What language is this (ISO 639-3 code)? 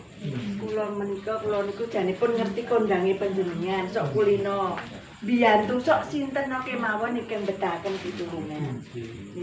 jav